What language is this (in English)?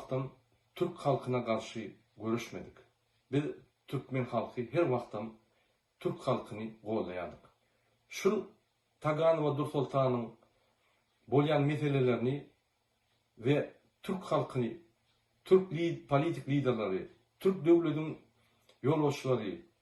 Turkmen